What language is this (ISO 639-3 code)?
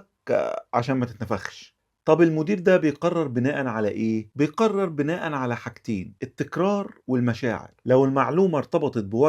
arz